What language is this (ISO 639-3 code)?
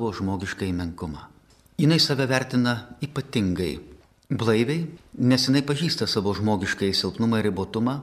lit